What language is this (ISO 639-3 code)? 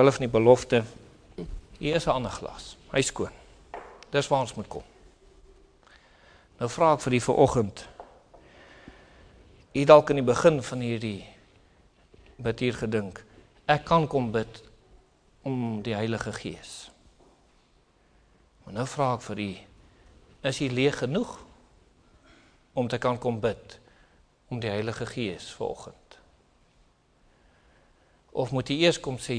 afr